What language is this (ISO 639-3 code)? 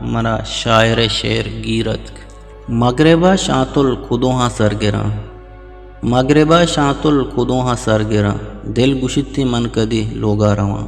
bgp